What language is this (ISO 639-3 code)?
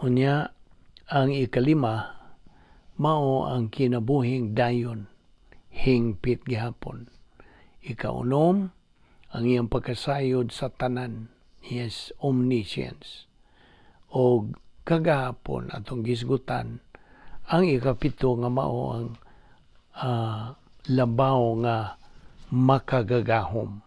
ceb